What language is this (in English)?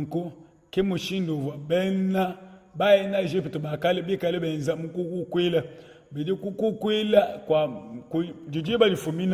Luba-Lulua